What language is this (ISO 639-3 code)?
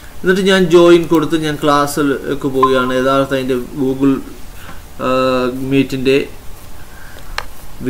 mal